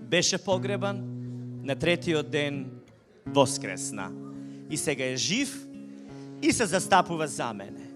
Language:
Macedonian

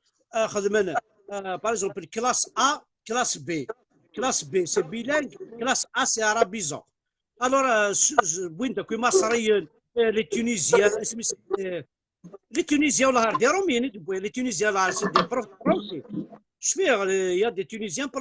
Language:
Kabyle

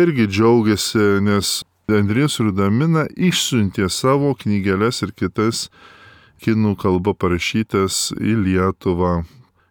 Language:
Lithuanian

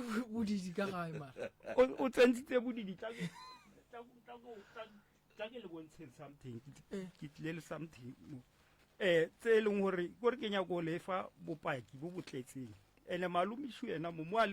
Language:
Northern Sotho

